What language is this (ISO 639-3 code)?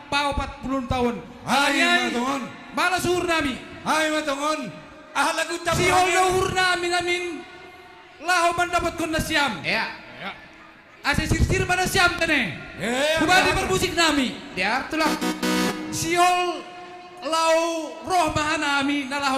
bts